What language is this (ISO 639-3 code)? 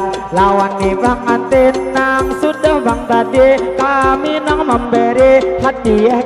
bjn